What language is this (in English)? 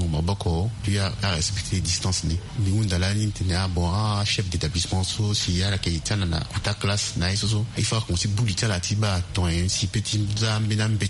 Sango